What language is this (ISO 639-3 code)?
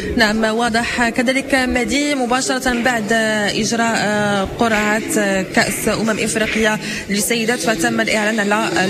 ary